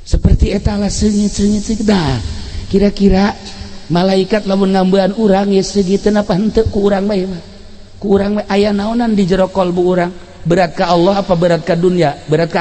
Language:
Sundanese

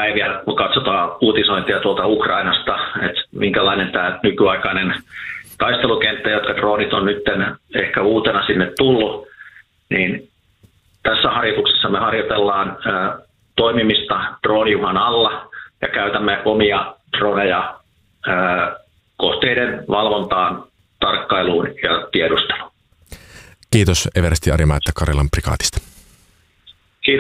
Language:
Finnish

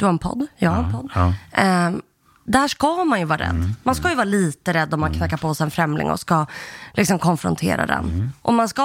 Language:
Swedish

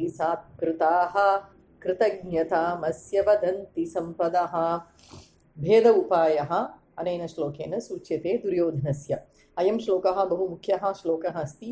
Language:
Sanskrit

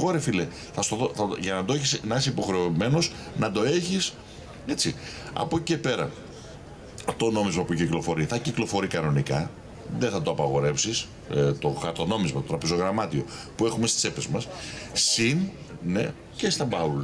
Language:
Greek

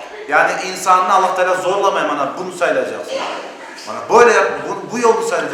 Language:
Crimean Tatar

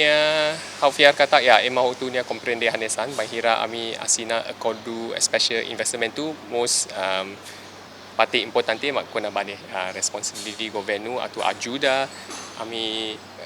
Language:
Tetum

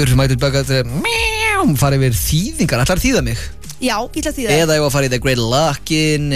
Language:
Icelandic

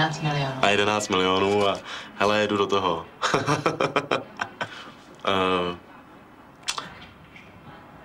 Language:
Czech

